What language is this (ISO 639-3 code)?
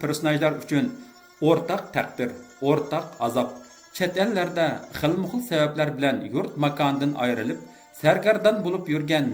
uig